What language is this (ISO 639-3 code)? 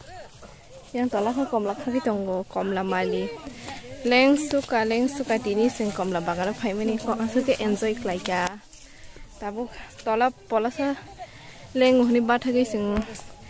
trp